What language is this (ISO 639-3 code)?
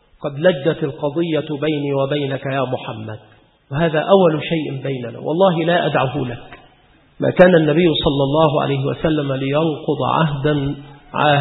ara